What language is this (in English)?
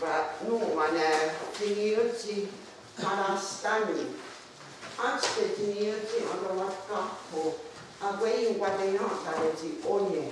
Mohawk